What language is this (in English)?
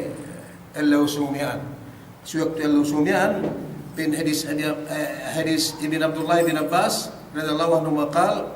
Yakan